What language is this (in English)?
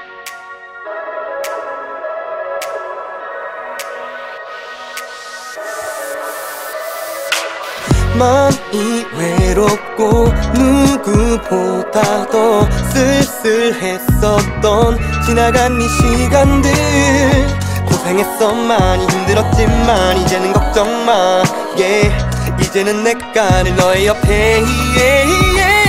Korean